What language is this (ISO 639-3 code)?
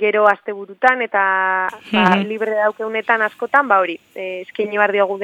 eus